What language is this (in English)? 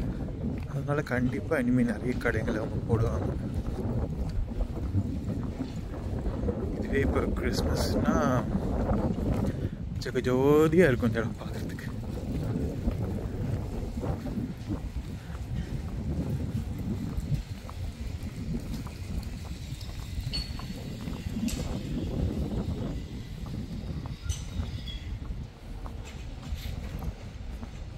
Tamil